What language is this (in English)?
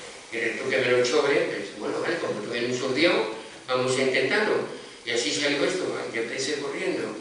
Asturian